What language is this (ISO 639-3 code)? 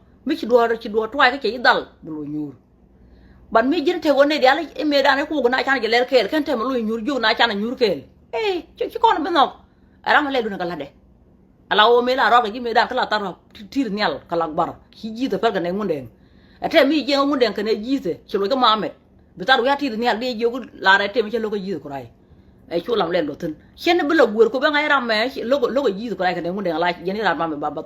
nus